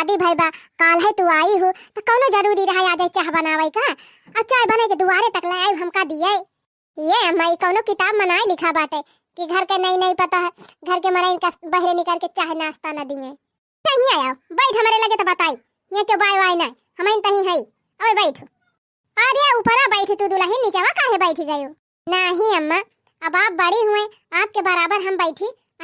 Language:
Awadhi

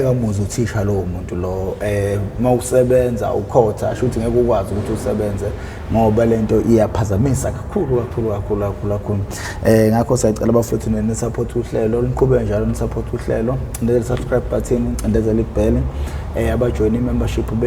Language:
Zulu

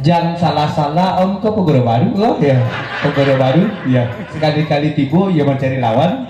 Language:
Minangkabau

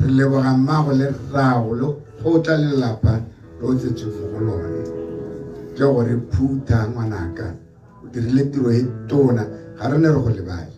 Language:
Tswana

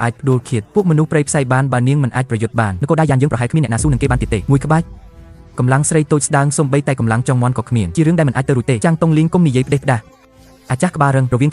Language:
Khmer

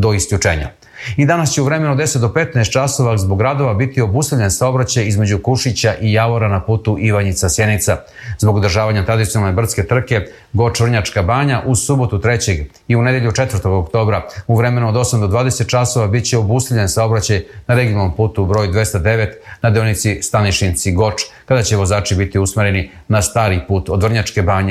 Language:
Serbian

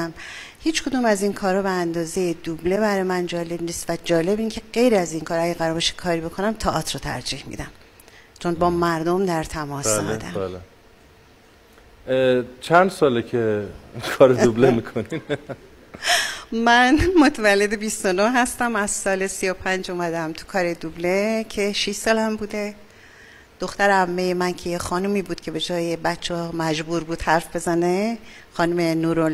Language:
Persian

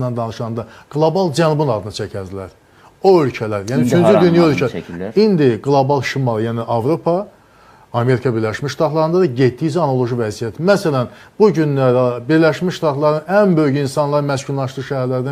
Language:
Azerbaijani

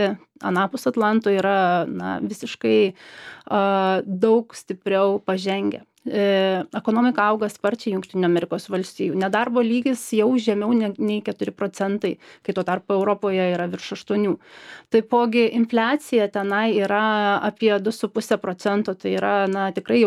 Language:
Lithuanian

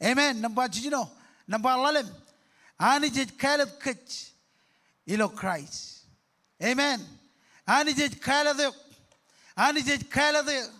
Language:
Marshallese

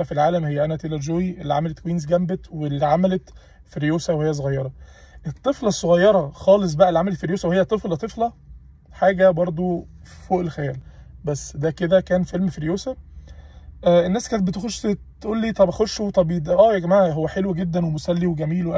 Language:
Egyptian Arabic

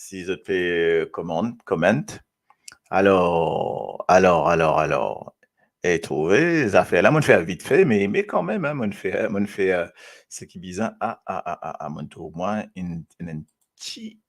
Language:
Morisyen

